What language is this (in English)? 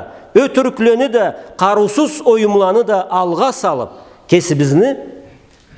Karachay-Balkar